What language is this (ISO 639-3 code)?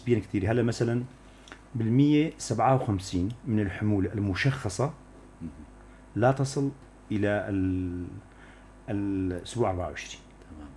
apc